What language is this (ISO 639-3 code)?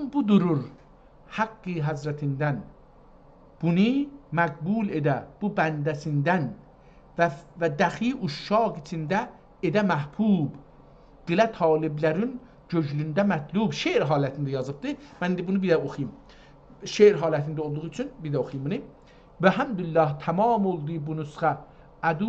azb